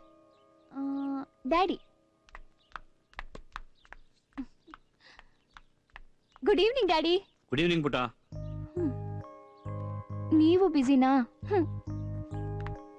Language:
Kannada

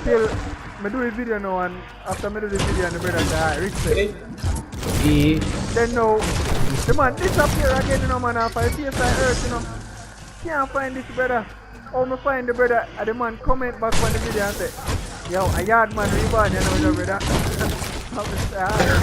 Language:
Jamaican Creole English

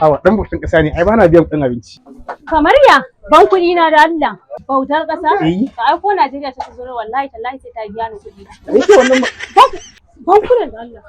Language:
Hausa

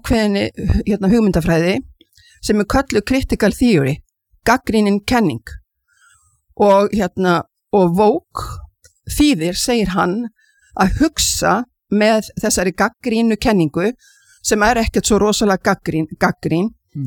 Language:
Icelandic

